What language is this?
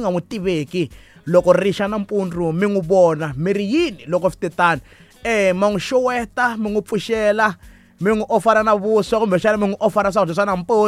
Tsonga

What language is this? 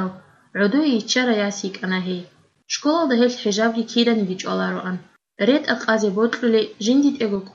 Avaric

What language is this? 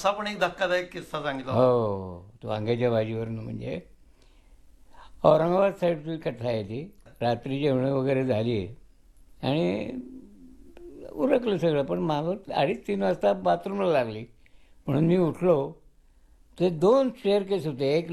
Marathi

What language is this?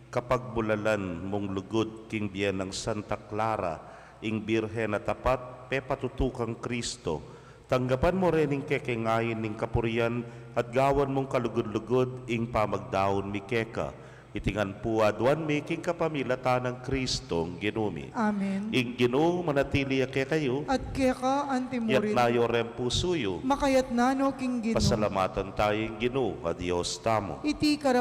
Pampanga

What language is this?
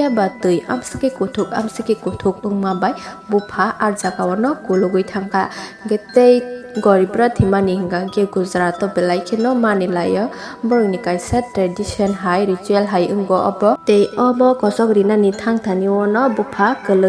Kok Borok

